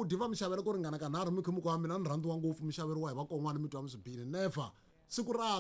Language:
Tsonga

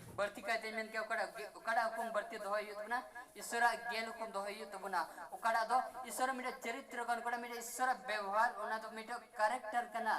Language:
Santali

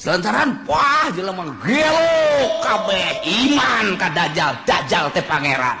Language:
Sundanese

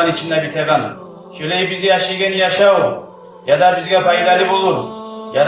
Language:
Kumyk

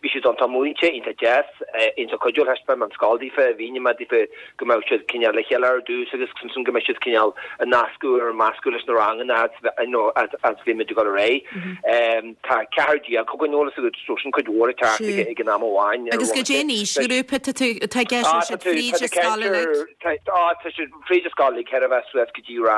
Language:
Irish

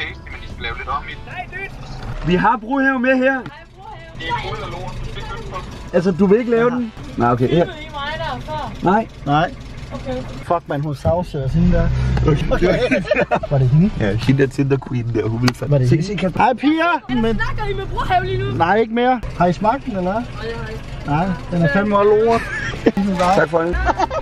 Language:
Danish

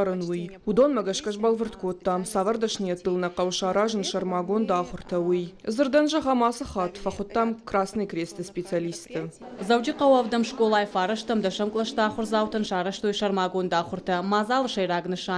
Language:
Ossetic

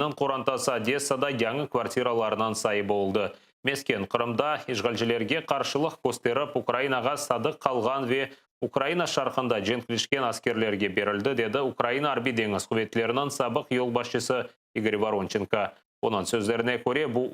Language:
Crimean Tatar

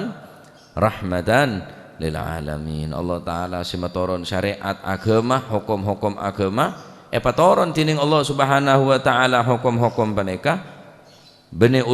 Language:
Madurese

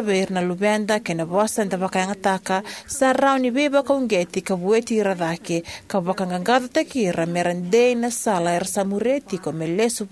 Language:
Fijian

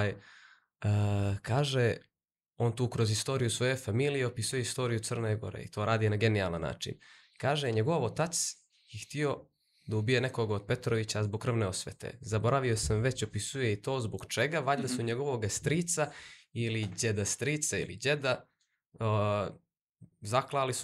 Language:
Serbian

